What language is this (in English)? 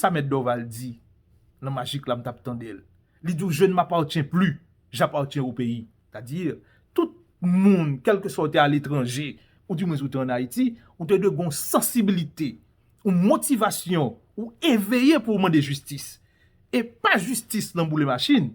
Haitian Creole